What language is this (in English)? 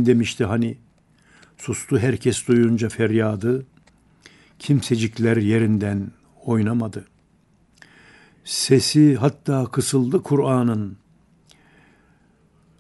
Turkish